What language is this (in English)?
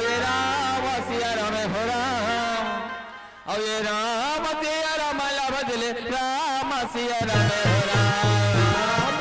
Chhattisgarhi